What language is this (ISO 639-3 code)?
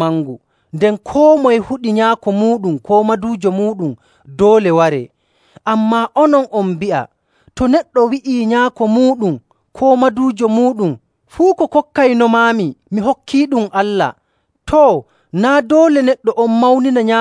fuv